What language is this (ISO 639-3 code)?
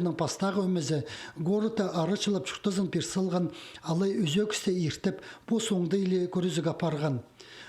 kjh